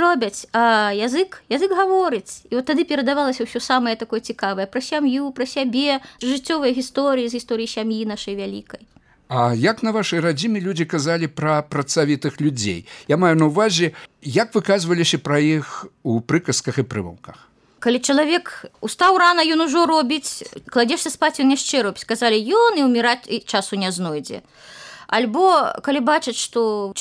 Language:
Belarusian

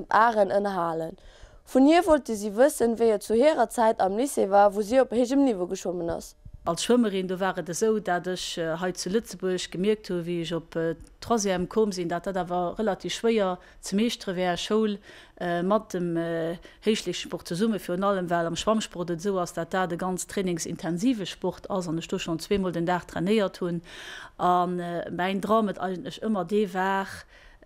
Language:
Luxembourgish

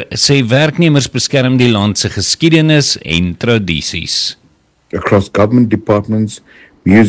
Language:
Afrikaans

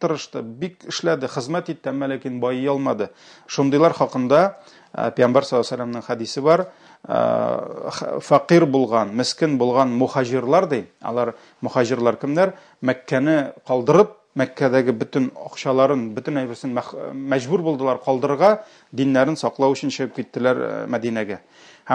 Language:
Tatar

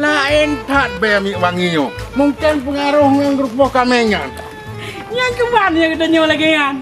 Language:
Achinese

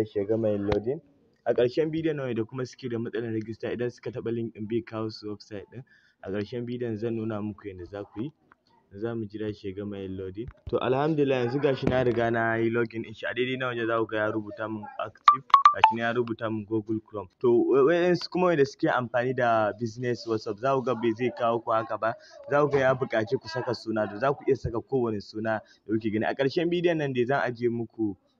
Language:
Hausa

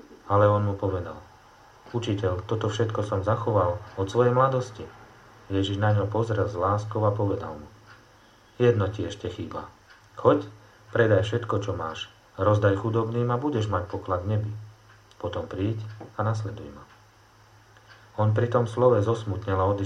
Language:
Slovak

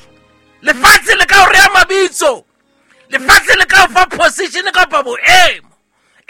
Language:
Southern Sotho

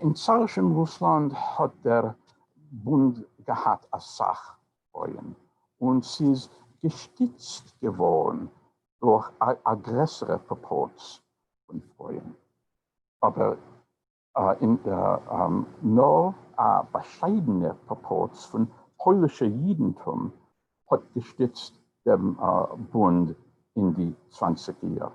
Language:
Yiddish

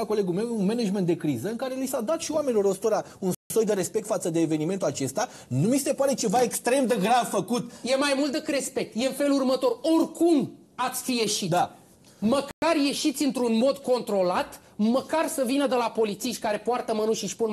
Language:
Romanian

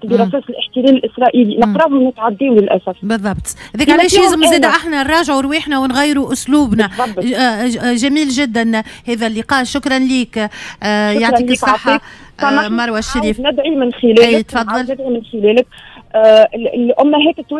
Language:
Tunisian Arabic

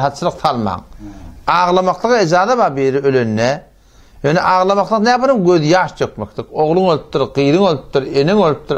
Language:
Turkmen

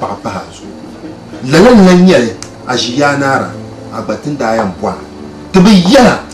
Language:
Dagbani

